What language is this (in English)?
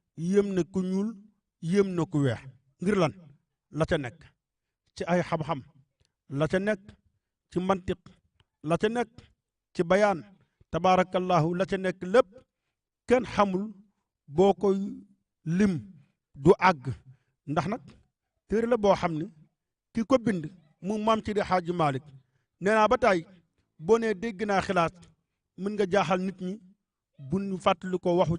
Wolof